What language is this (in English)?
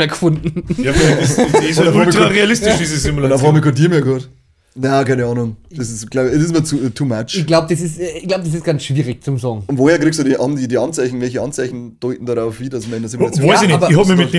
Bavarian